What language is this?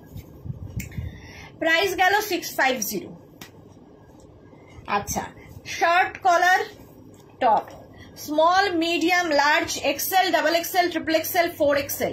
Bangla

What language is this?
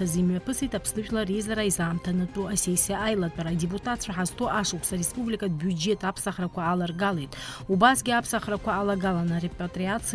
Abkhazian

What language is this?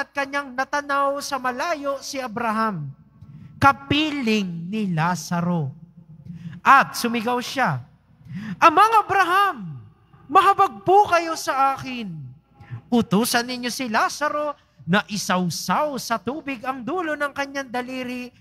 Filipino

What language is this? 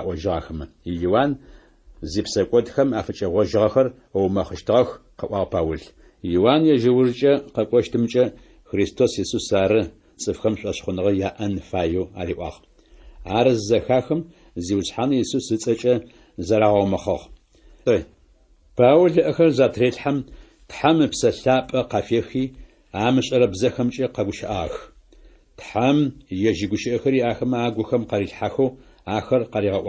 Adyghe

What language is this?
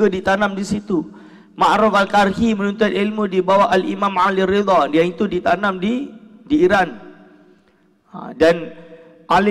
Malay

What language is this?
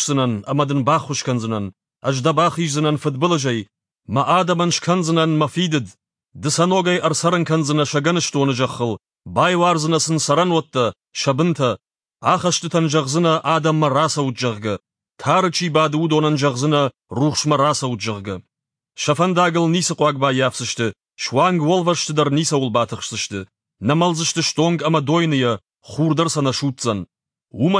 Ossetic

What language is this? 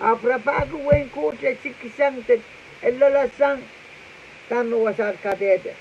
Pohnpeian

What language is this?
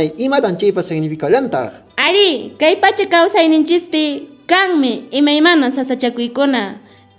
Quechua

